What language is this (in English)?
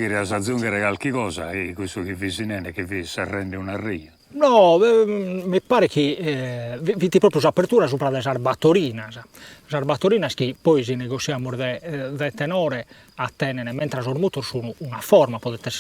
Sardinian